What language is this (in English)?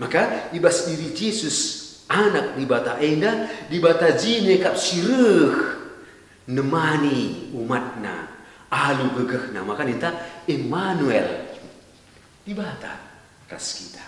Batak Karo